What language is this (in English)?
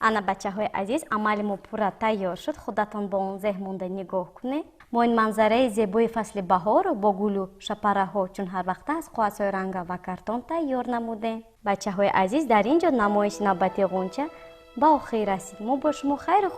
Tajik